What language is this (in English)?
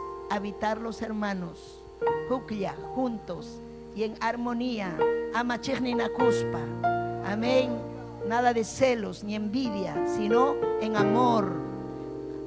Ayacucho Quechua